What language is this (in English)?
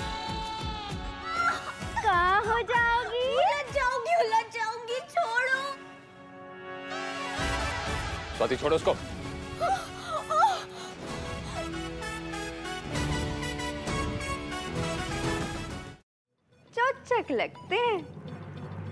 Hindi